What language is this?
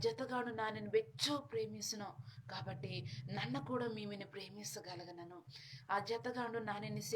Koya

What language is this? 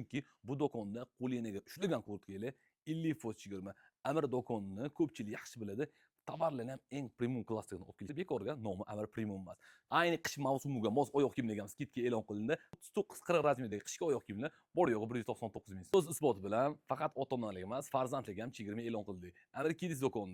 Uzbek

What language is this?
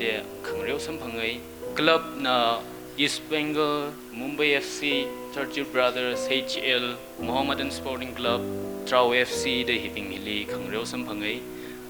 Tangkhul Naga (India)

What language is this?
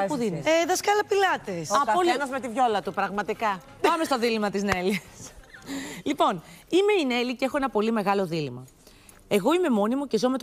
Greek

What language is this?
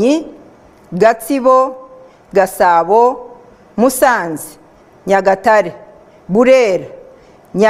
Kinyarwanda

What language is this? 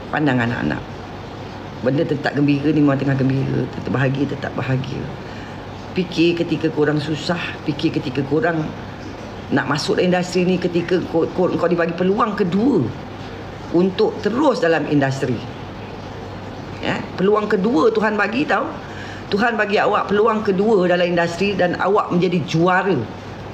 Malay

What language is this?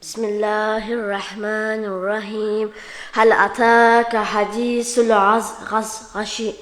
Kumyk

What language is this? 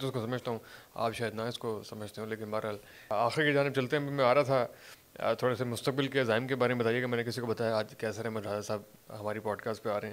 Urdu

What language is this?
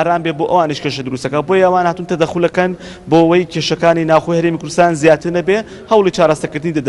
Central Kurdish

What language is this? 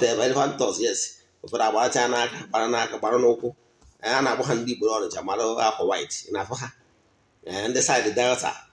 Igbo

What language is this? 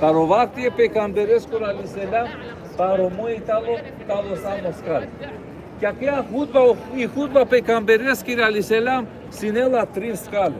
Balkan Romani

